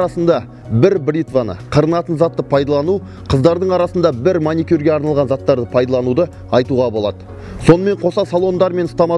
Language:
Kazakh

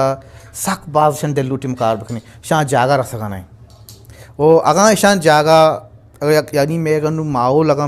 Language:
Eastern Balochi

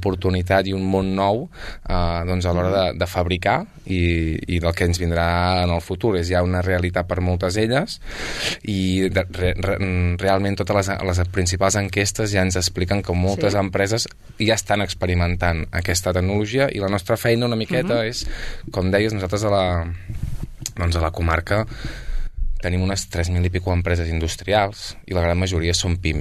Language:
Catalan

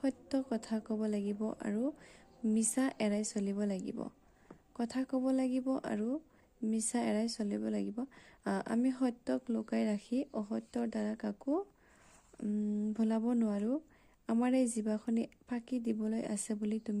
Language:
Assamese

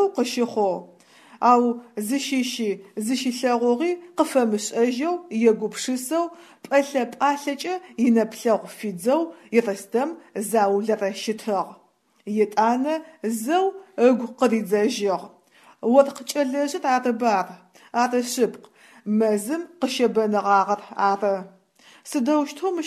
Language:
Adyghe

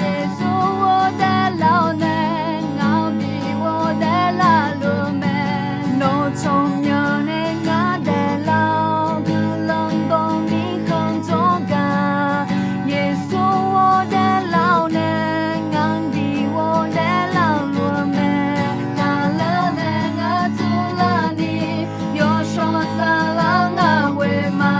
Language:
Akha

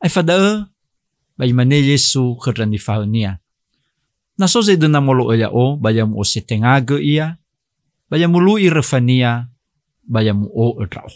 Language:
Nias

